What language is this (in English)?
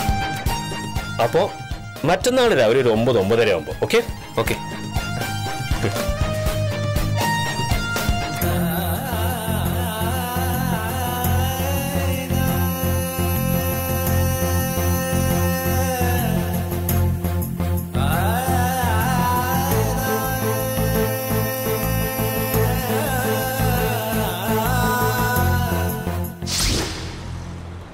Malayalam